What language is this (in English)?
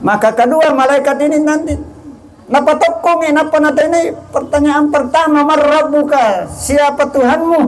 Buginese